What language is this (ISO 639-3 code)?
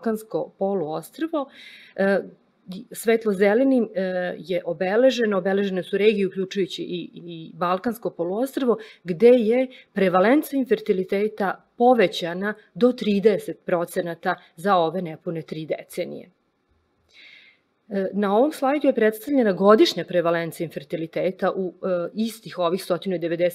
srp